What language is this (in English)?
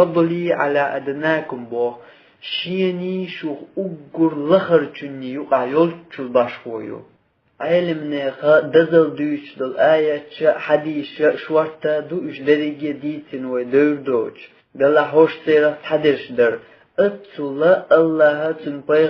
Chechen